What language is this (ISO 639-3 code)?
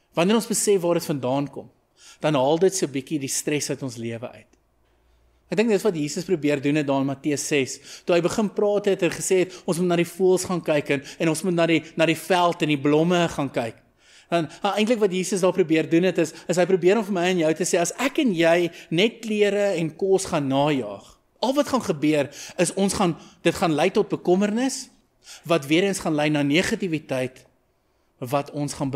afr